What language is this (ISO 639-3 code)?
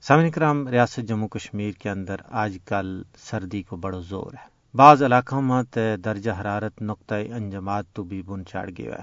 gju